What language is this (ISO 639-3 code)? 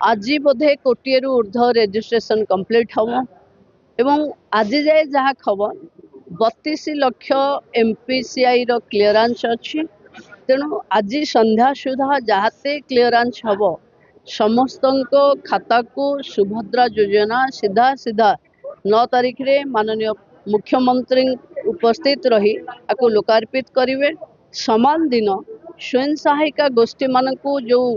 ori